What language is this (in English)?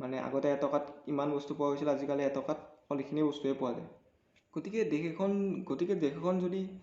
Assamese